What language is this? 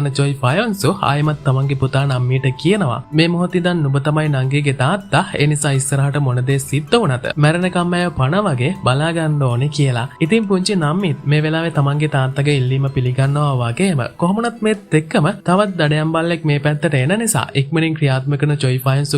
Sinhala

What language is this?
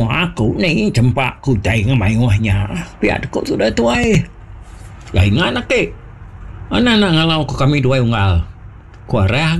Iban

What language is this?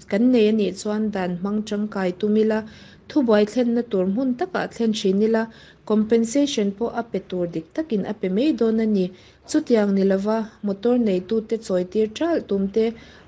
Mizo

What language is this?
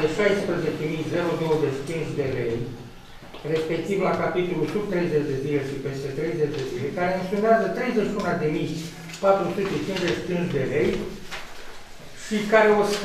Romanian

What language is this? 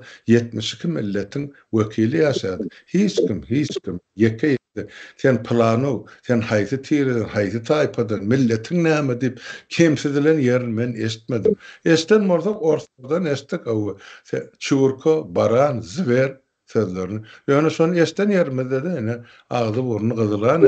Turkmen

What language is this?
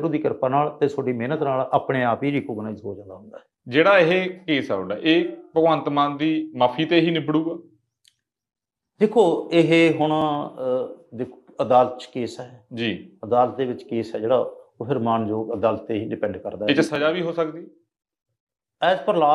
Punjabi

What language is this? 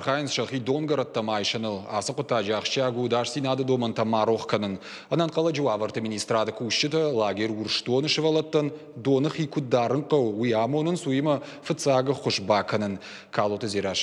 Ossetic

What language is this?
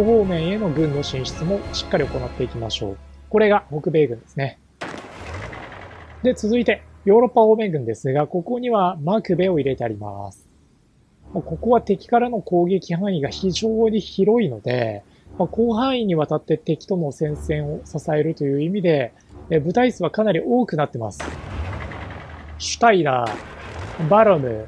Japanese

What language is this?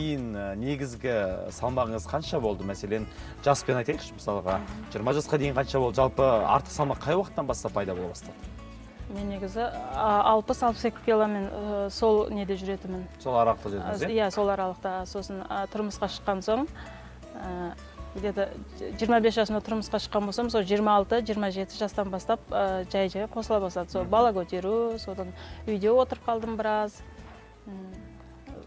Kazakh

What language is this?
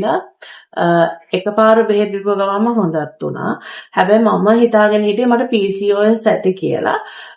Sinhala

